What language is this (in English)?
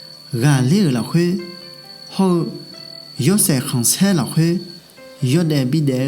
Akha